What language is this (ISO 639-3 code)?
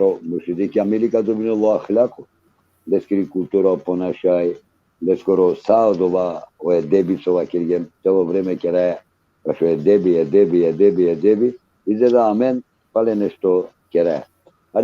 rmn